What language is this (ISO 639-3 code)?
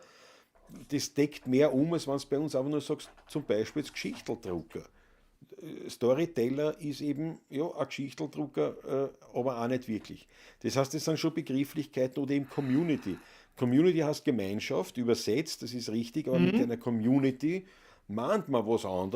bar